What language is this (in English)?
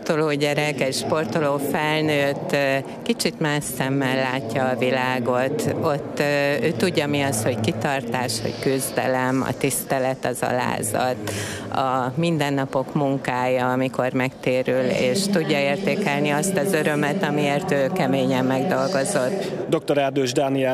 Hungarian